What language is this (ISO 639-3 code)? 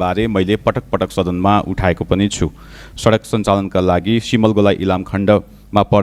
nep